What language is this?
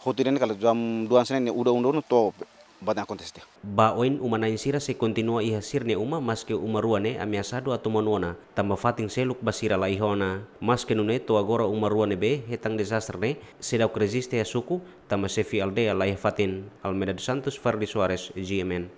Tetum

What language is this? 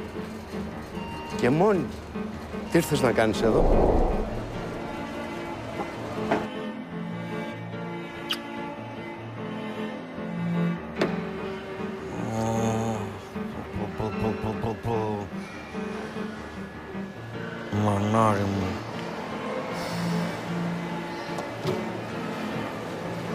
Greek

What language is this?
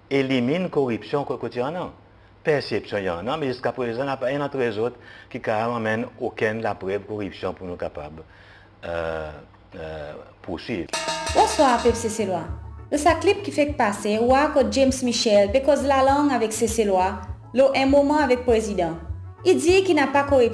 Seselwa Creole French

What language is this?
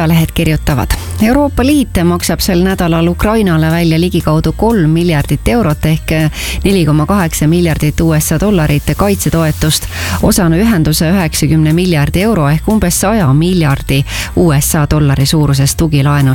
Estonian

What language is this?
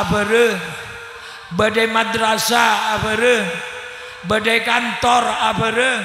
Madurese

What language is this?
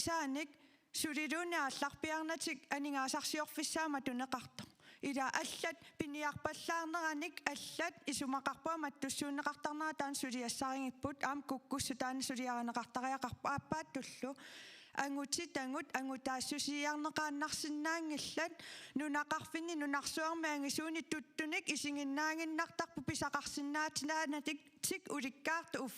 Kalaallisut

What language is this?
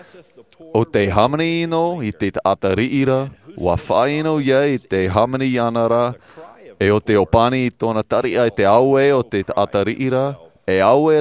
Tahitian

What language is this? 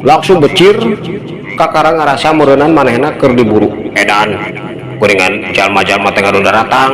Sundanese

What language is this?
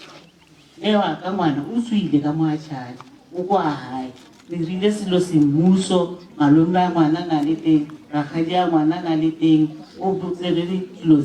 Northern Sotho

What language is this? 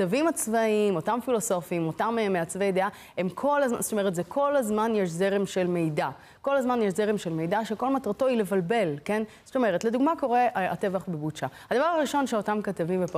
Hebrew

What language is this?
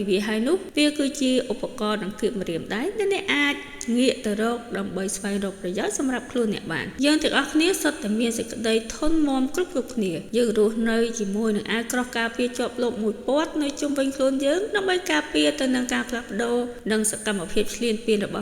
Khmer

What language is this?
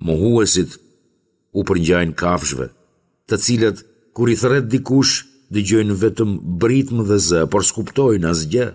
Albanian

